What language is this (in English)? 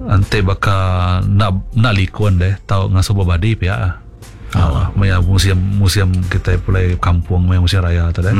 Iban